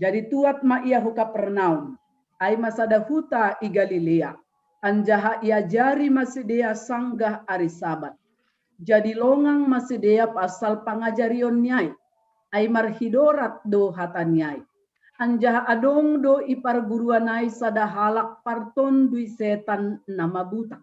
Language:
Batak Simalungun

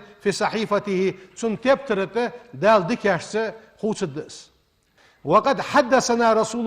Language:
Ingush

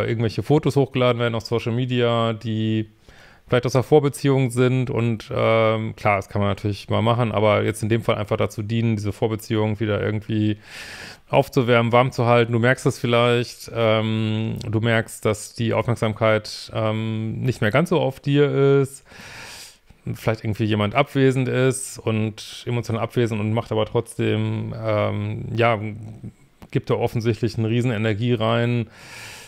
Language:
German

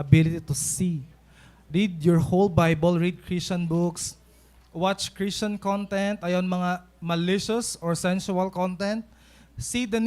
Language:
Waray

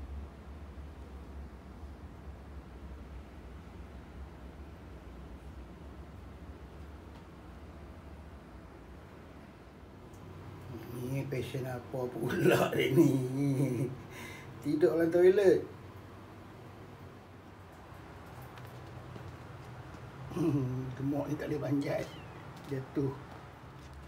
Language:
Malay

